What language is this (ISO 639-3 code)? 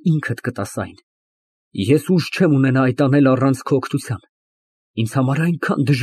hye